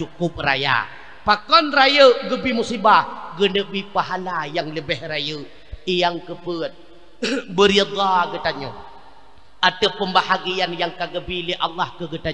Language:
Achinese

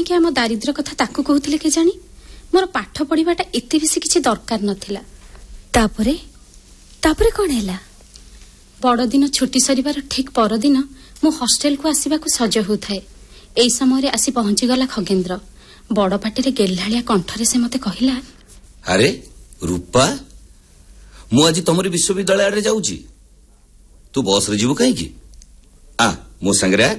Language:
Odia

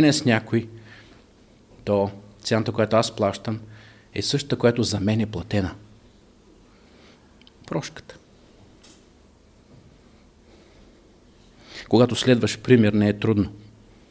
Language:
Bulgarian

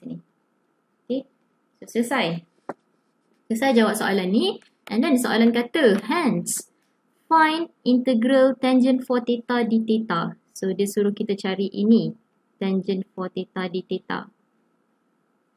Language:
Malay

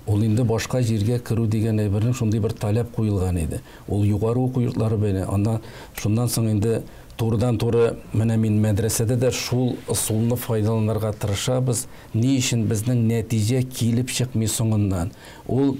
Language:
Tatar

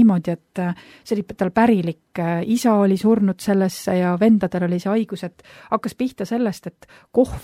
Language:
Estonian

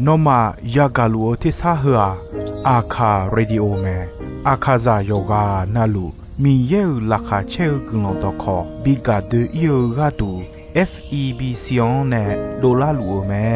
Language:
Akha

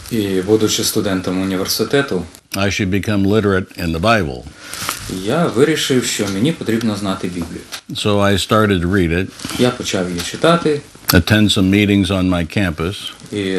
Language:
Ukrainian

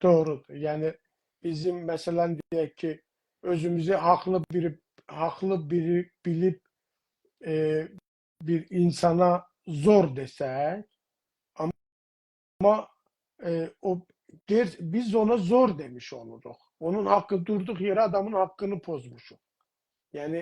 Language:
South Azerbaijani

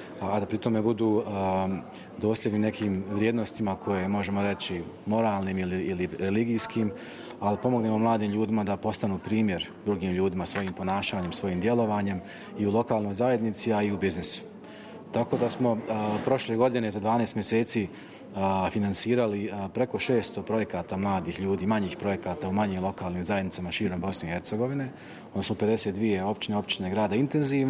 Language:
Bosnian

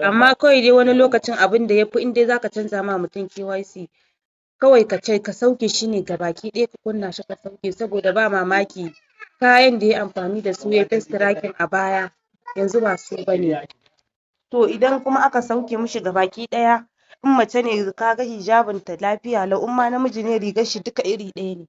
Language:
Hausa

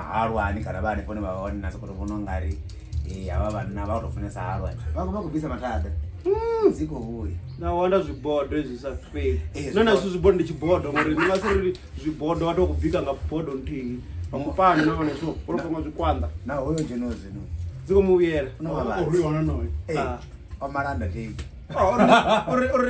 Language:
Venda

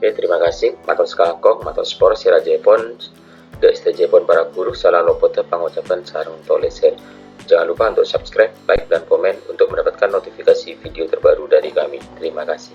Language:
Madurese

